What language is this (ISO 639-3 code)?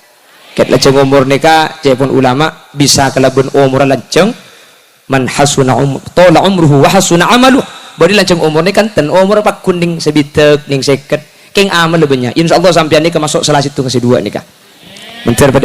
mad